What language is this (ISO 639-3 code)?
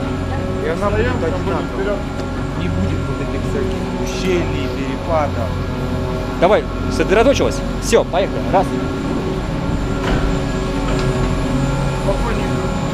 rus